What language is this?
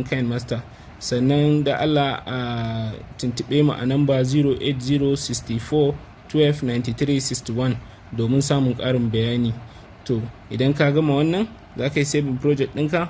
Hausa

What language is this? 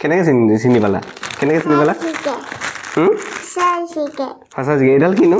Assamese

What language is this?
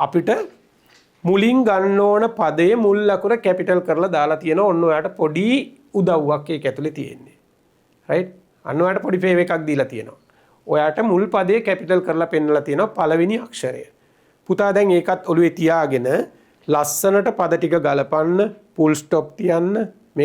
Sinhala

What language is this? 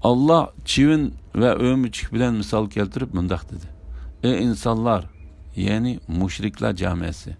Uyghur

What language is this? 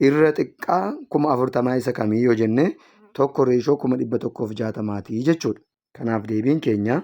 Oromo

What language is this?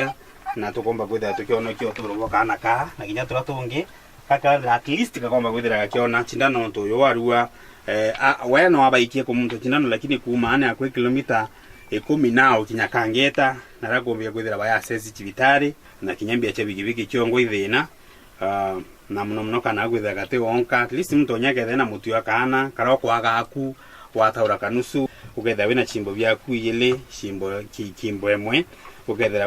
Meru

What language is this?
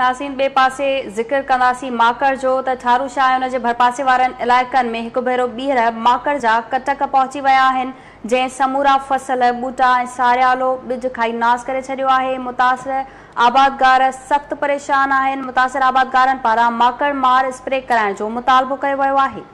Sindhi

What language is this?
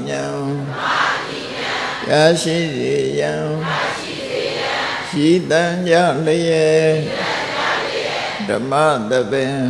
Burmese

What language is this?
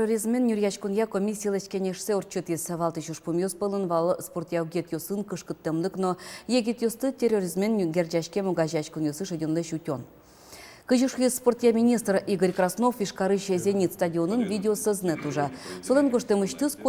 Udmurt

